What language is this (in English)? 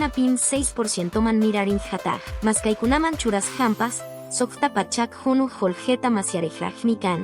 Quechua